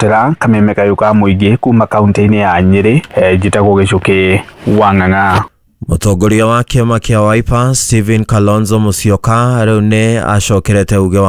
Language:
Kikuyu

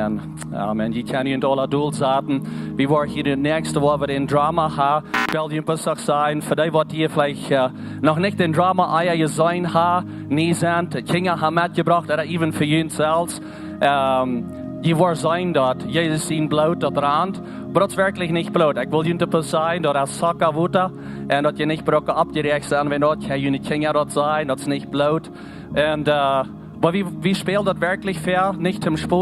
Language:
Plautdietsch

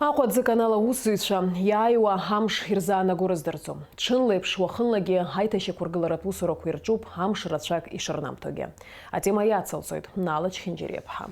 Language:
Abkhazian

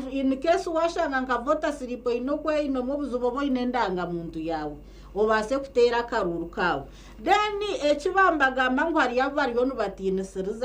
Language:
Nyankole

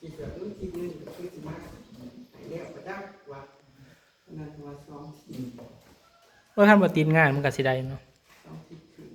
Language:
Northeastern Thai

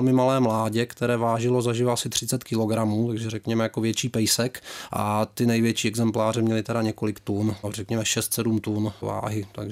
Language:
Czech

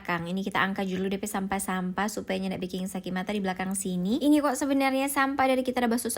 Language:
Manado Malay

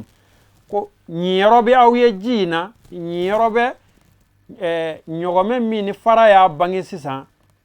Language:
Bambara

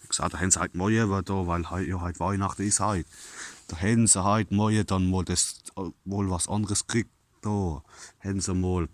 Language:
Palatine German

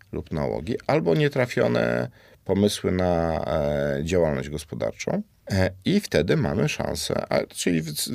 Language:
Polish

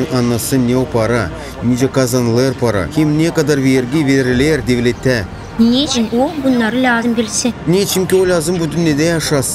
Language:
Gagauz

